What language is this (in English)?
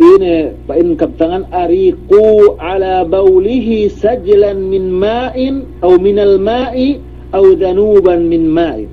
Yakan